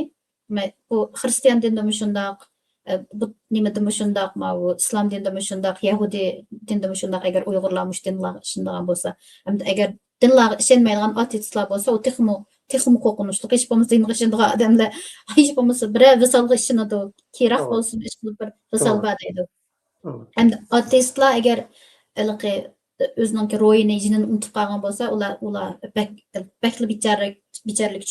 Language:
Uyghur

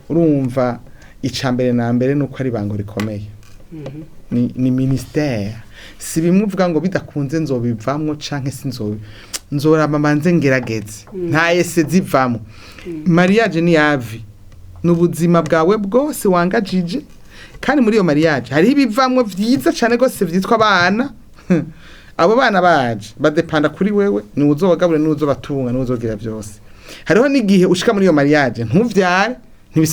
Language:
Rundi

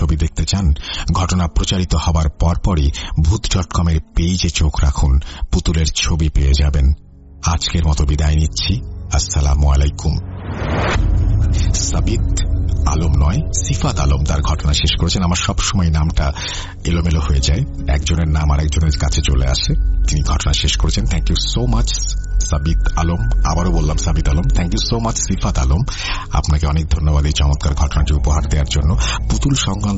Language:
Bangla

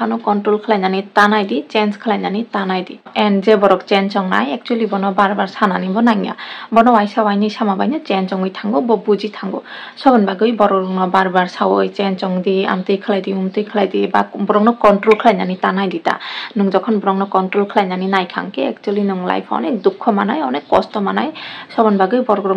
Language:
Kok Borok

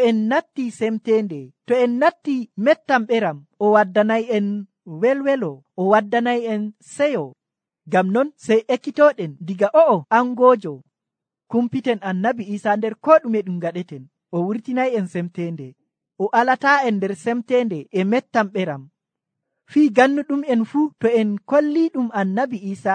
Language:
Nigerian Fulfulde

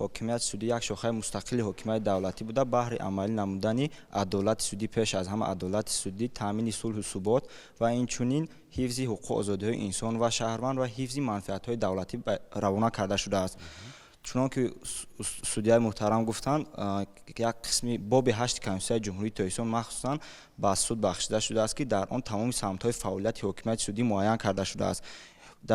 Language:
Tajik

